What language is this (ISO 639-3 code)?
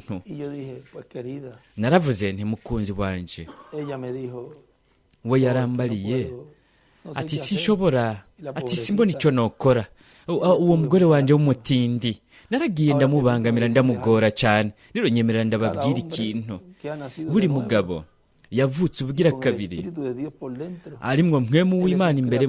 run